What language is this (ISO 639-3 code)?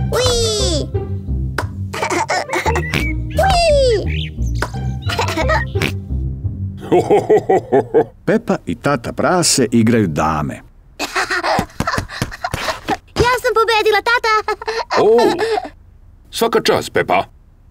srp